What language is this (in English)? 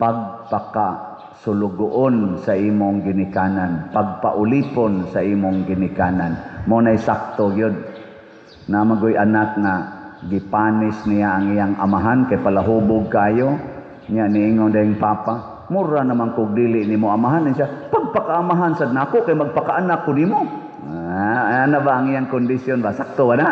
Cebuano